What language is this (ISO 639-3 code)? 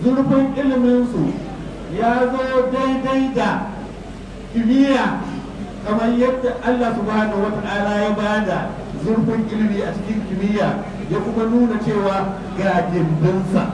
hau